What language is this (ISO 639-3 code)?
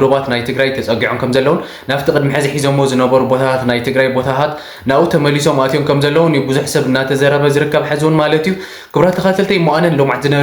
tir